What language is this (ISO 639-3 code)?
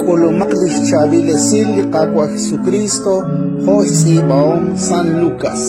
kek